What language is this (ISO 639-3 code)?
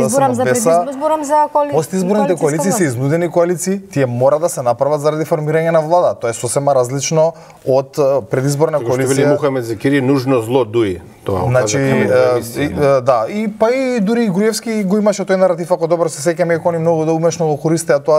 mkd